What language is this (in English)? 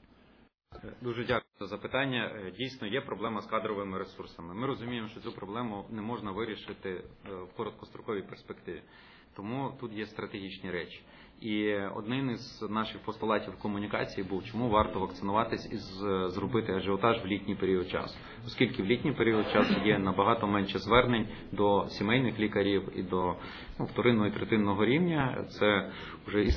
Ukrainian